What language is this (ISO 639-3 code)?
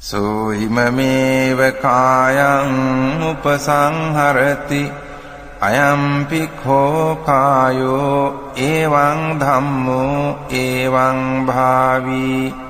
pli